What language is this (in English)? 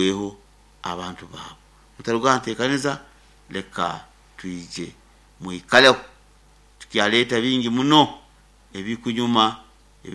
Nyankole